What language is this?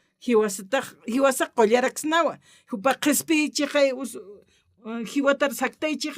Aymara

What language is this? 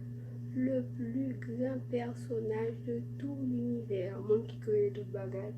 Haitian Creole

